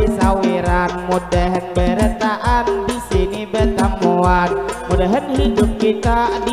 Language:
Banjar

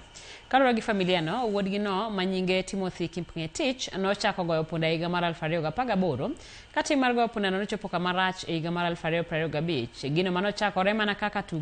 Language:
Luo (Kenya and Tanzania)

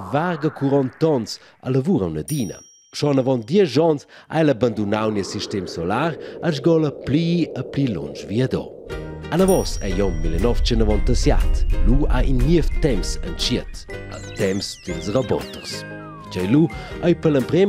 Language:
Romansh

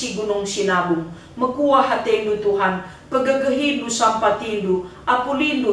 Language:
Batak Karo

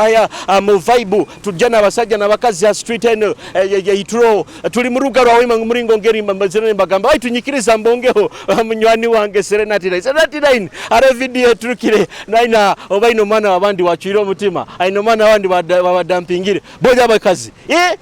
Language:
Nyoro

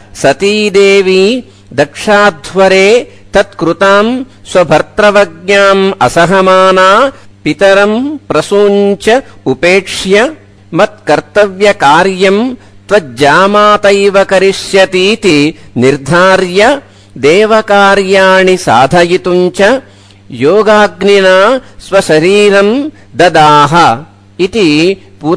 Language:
Sanskrit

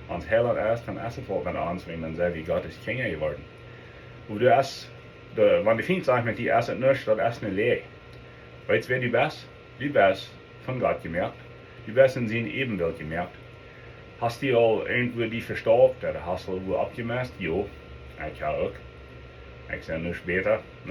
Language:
Plautdietsch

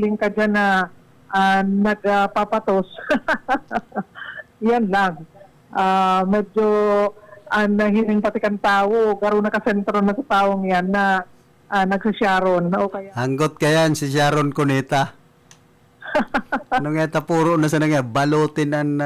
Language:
Bikol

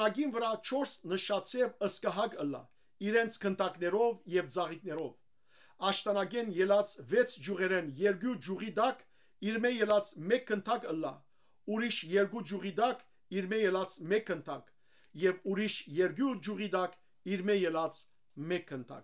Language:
Western Armenian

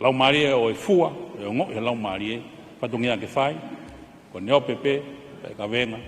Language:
Tongan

